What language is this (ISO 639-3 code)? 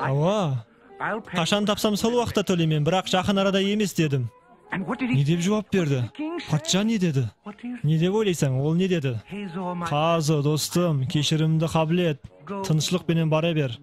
kaa